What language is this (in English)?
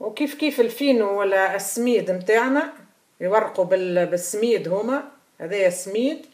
Tunisian Arabic